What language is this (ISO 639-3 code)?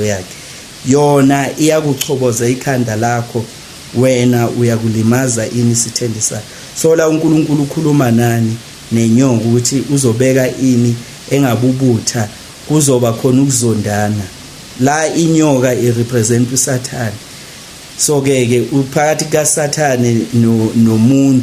zul